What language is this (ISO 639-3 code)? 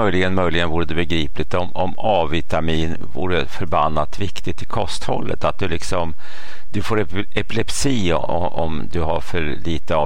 swe